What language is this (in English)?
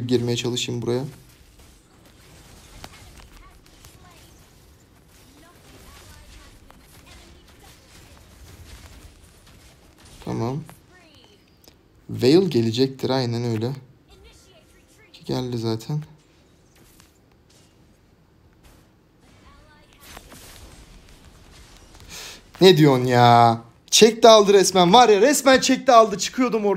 Turkish